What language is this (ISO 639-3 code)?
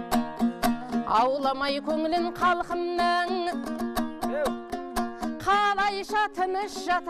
kaz